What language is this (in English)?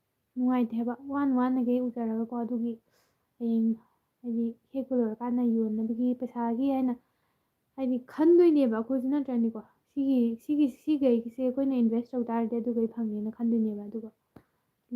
Manipuri